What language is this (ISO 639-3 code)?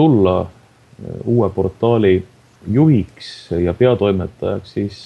est